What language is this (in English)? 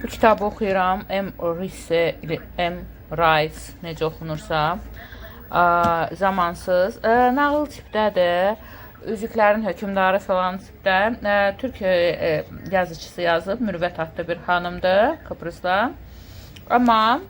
Azerbaijani